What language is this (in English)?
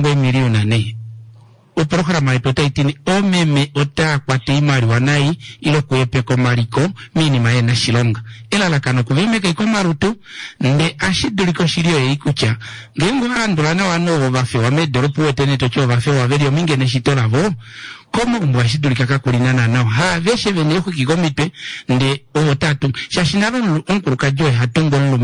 Kuanyama